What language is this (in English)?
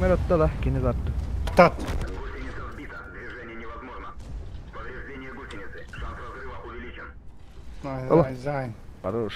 Yakut